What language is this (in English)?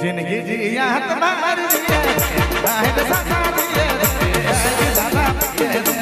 Sadri